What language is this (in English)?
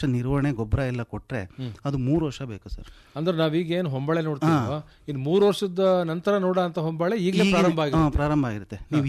Kannada